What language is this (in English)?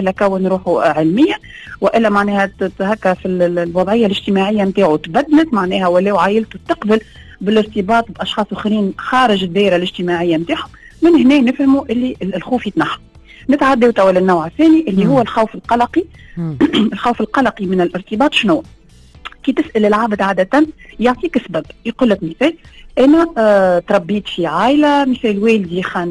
Tunisian Arabic